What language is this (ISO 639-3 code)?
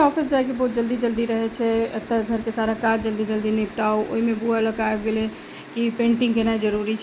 mai